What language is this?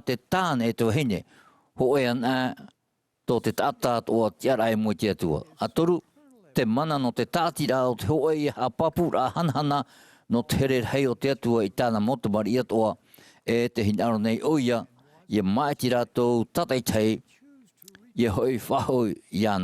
Tahitian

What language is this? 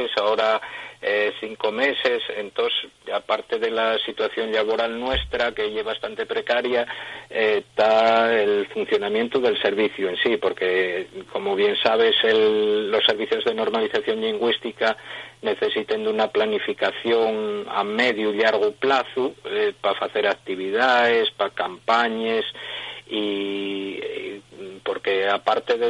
Asturian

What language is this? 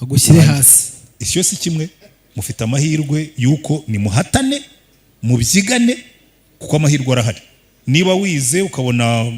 Kinyarwanda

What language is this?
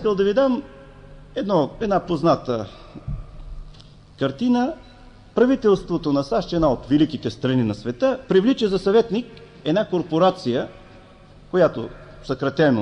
Bulgarian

